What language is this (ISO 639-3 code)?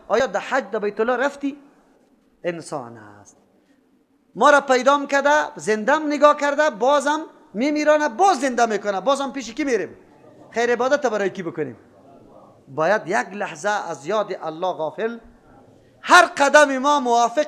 fas